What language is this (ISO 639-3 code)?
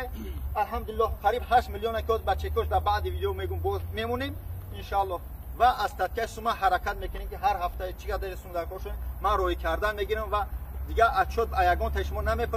tgk